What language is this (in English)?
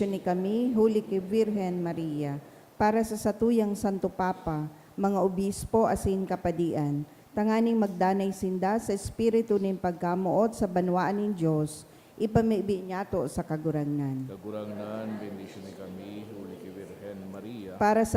Bikol